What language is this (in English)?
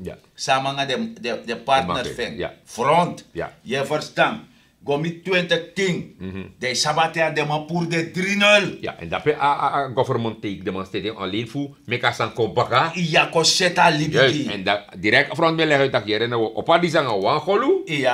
Sranan Tongo